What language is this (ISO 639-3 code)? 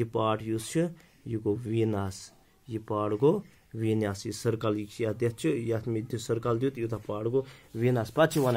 kas